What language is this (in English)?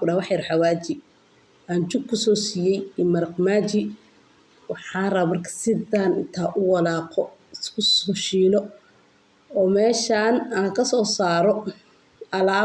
Somali